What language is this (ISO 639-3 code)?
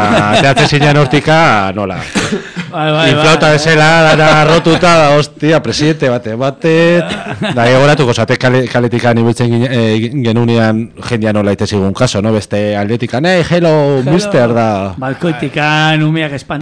eus